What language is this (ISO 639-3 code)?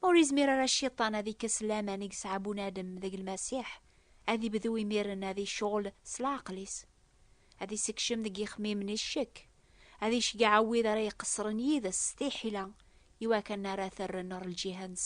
kab